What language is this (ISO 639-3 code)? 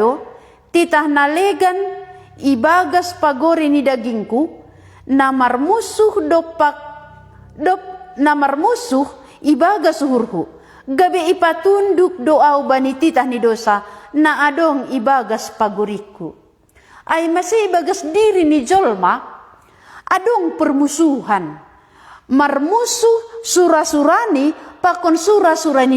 bts